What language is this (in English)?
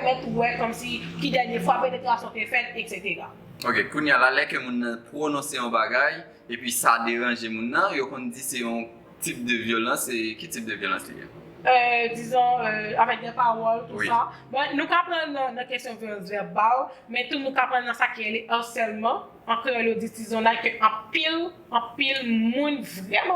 Haitian Creole